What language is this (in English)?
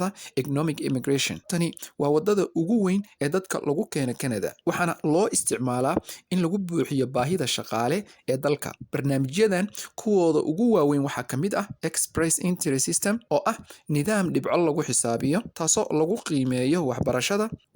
Somali